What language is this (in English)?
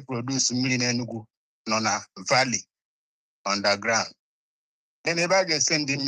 Igbo